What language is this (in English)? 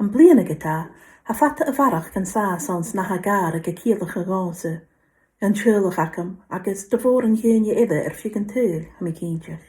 Scottish Gaelic